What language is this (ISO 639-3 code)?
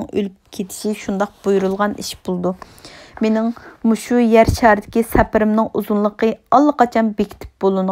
uig